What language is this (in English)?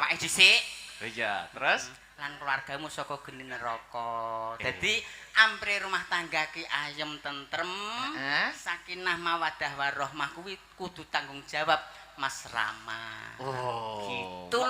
Javanese